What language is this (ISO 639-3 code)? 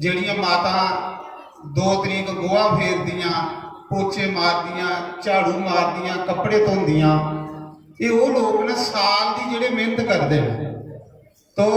doi